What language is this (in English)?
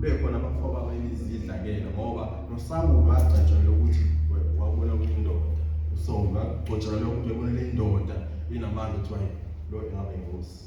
Zulu